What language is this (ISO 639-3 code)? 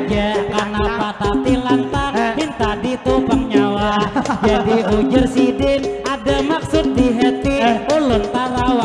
bjn